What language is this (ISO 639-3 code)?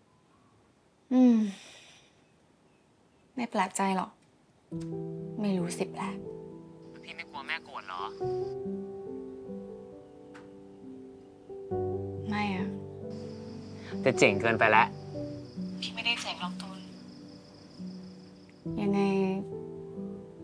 tha